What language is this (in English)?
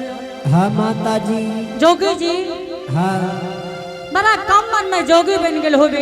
Angika